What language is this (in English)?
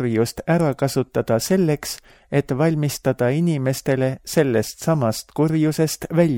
Estonian